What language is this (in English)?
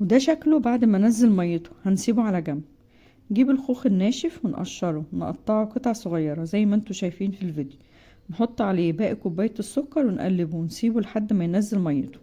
Egyptian Arabic